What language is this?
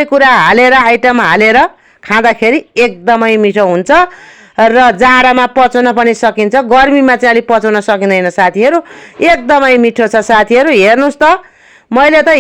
Nepali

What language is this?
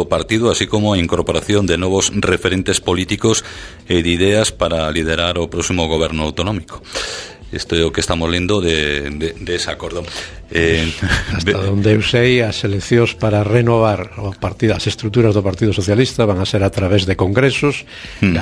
Galician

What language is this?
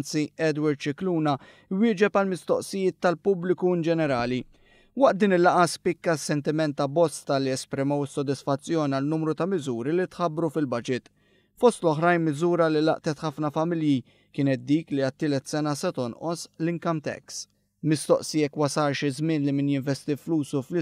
Maltese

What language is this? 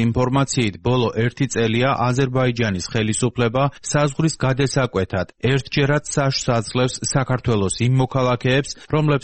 Georgian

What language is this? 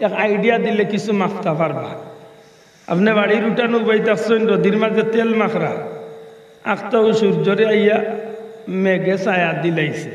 Sylheti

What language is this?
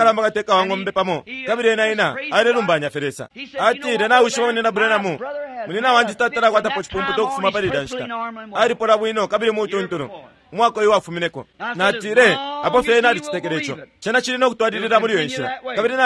Bemba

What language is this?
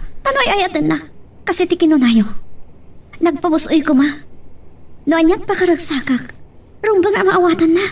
Iloko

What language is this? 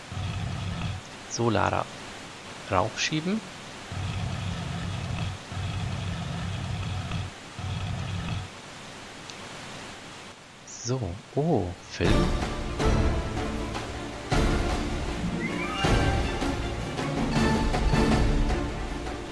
German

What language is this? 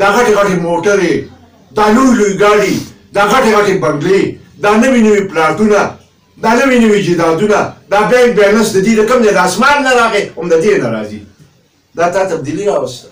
Pashto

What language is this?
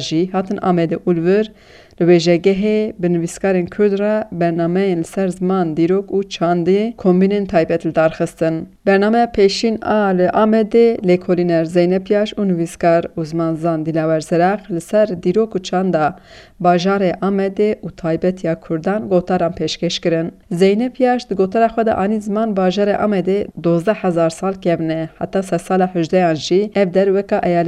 Kurdish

